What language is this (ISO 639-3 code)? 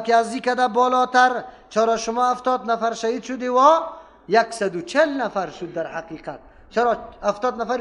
fas